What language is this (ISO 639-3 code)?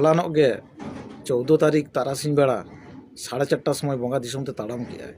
sat